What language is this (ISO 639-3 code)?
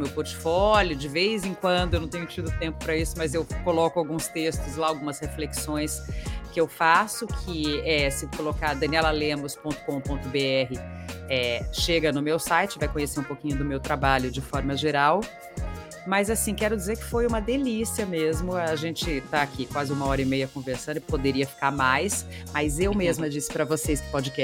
por